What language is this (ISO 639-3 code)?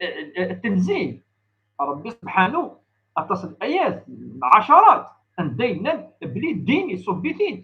kab